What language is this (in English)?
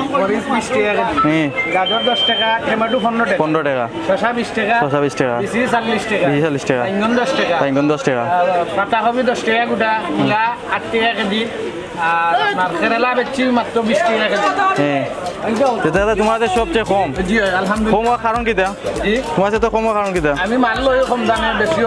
Sylheti